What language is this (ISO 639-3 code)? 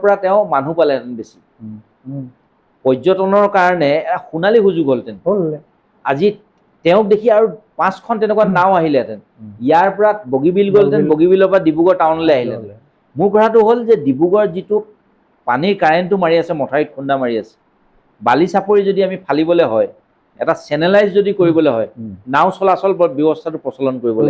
asm